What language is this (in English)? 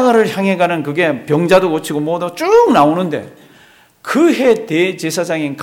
Korean